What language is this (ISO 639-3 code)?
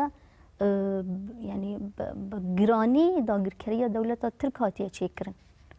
kur